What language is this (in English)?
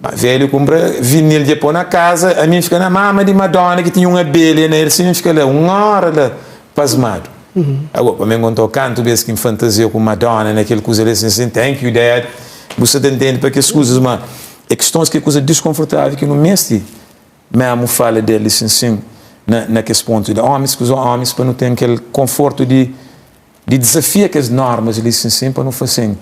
Kabuverdianu